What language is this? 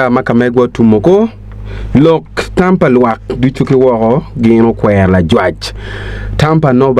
Acoli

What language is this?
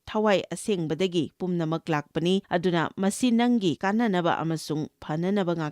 Manipuri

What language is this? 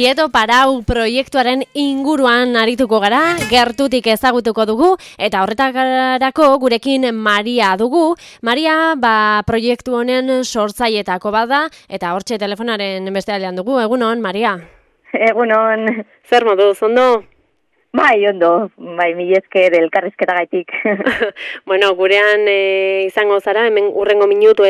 Basque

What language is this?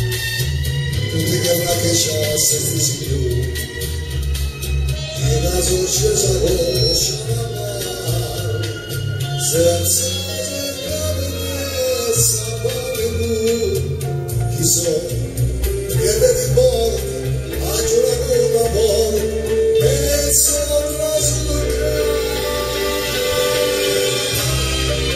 Italian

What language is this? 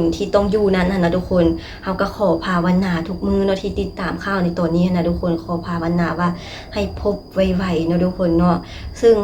Lao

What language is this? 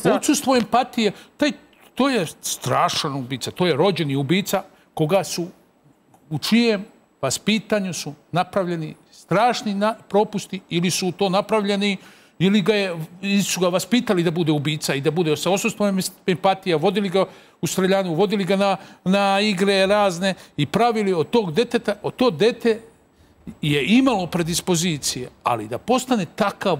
Serbian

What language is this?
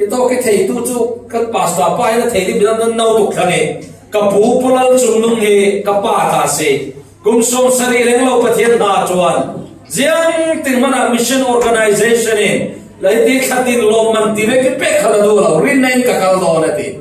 Falam Chin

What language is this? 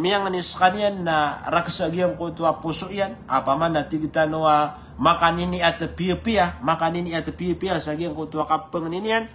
Maranao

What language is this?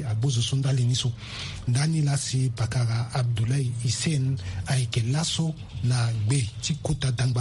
Sango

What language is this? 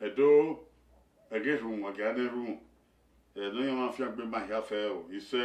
Bini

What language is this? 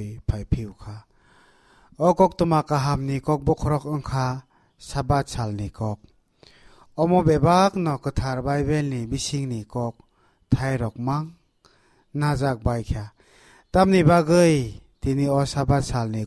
Kok Borok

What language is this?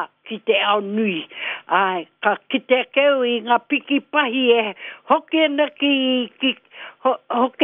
Māori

